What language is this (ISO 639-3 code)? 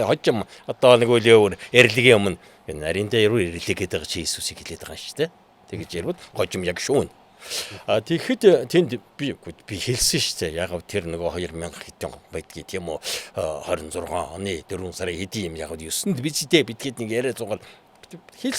mon